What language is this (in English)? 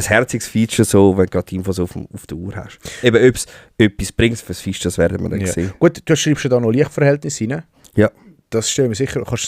Swiss German